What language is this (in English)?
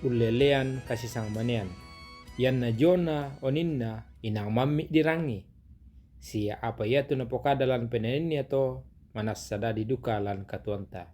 Toraja-Sa'dan